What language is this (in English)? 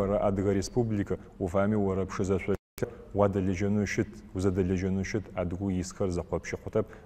Adyghe